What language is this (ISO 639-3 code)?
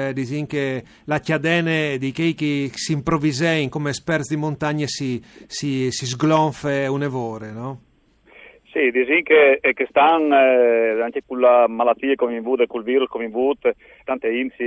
fur